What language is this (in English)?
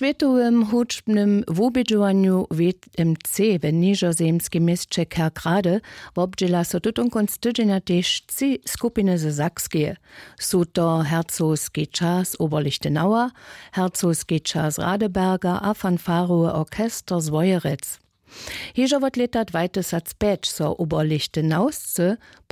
Upper Sorbian